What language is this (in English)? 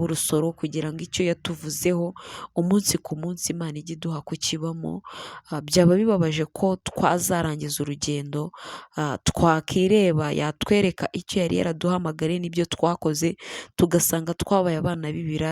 Kinyarwanda